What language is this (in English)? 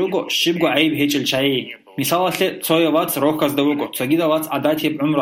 Avaric